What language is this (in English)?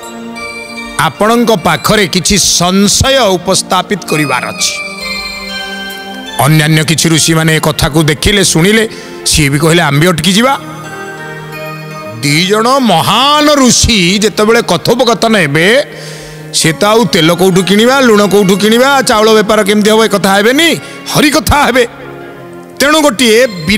Odia